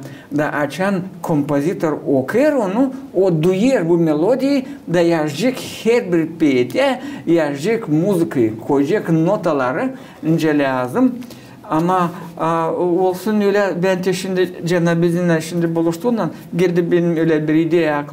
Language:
Gagauz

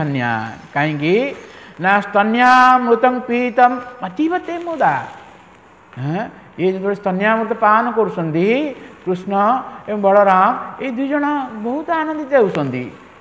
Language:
Odia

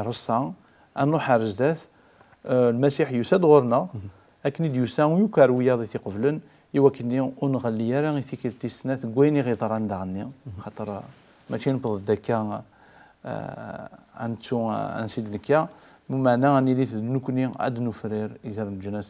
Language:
Kabyle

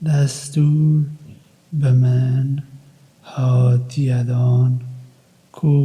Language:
Kurdish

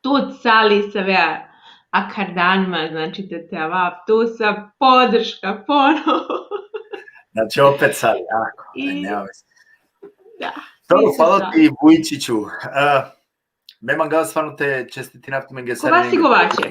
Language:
Balkan Romani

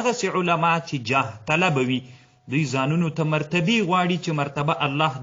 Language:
Pashto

